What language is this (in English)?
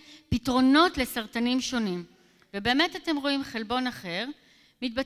Hebrew